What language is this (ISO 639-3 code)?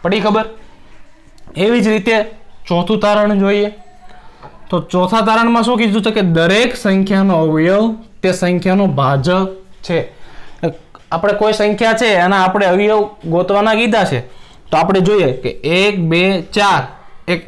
guj